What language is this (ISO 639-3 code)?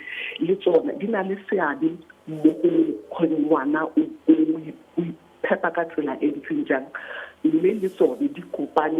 tsn